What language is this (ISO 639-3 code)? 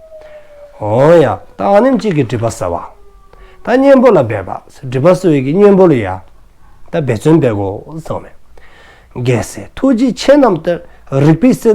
dzo